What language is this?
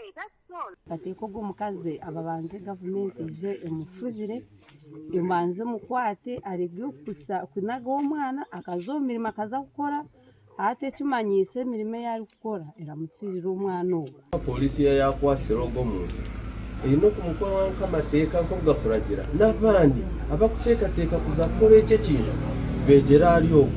Nyankole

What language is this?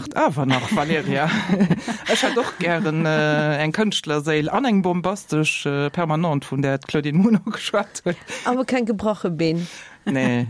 Luxembourgish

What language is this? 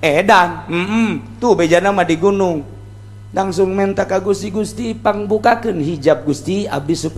Sundanese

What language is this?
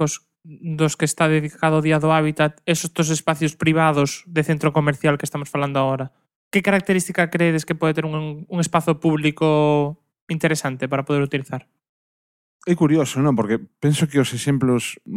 Galician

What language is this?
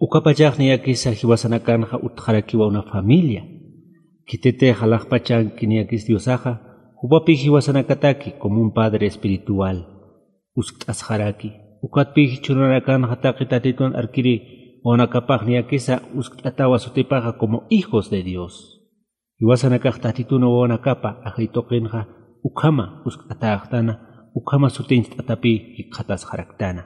Aymara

